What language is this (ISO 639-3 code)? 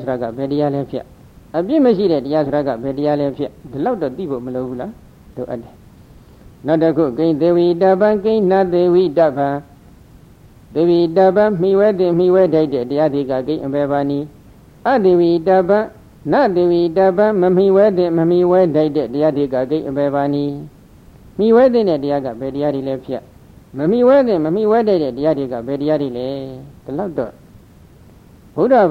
mya